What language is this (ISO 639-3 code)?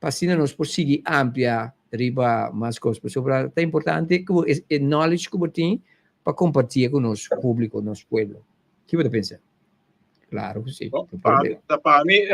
pap